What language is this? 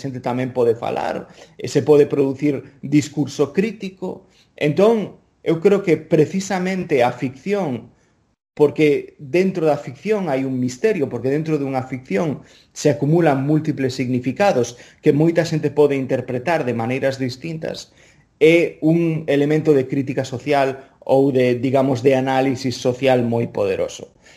Galician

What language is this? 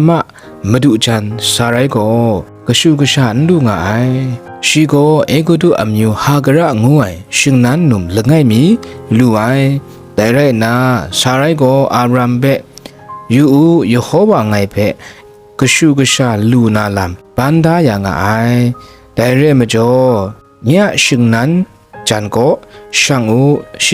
Kachin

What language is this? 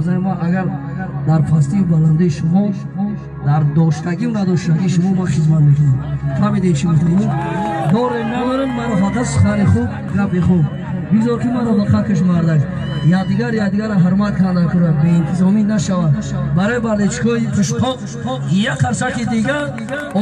Tajik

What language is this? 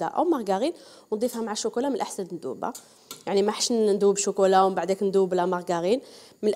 Algerian Arabic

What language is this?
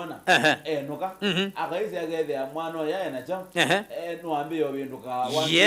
Kamba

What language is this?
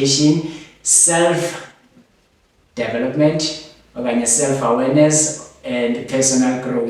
Zulu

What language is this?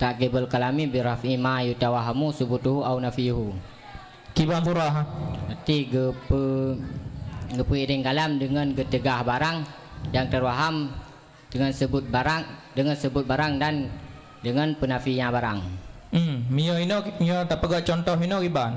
Achinese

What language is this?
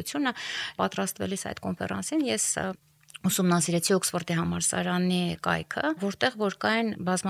Armenian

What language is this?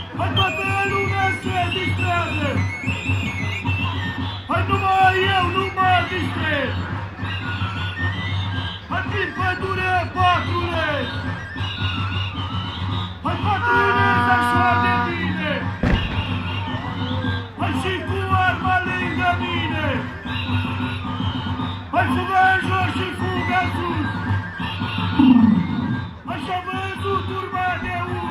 Romanian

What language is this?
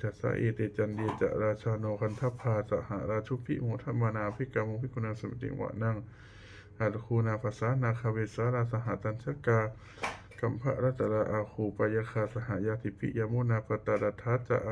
Pali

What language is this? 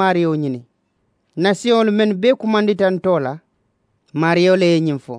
Mandingo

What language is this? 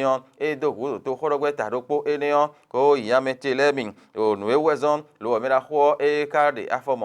Fon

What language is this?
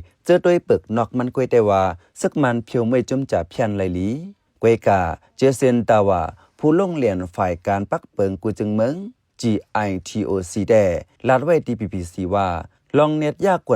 Shan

